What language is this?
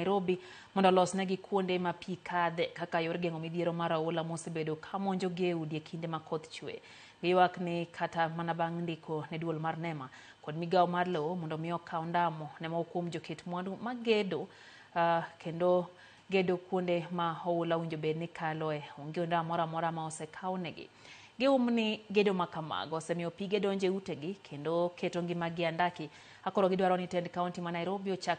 Luo (Kenya and Tanzania)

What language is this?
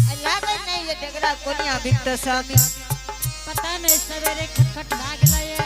Angika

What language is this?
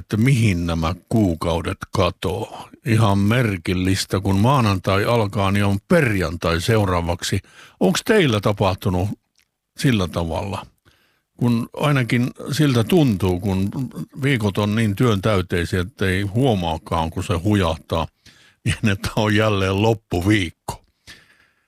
Finnish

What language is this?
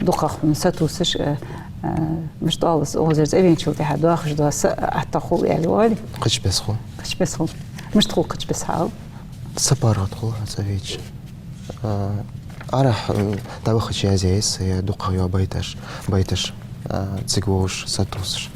Ingush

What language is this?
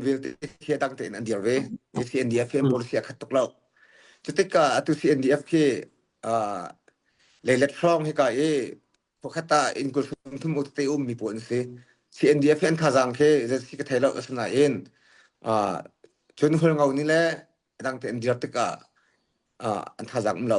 Hakha Chin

